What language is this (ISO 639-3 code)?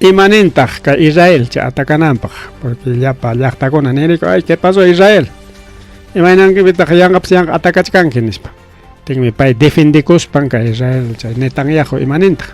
quy